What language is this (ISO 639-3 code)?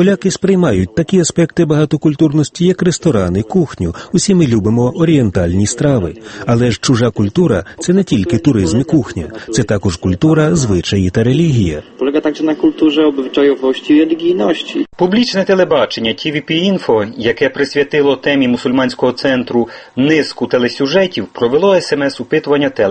ukr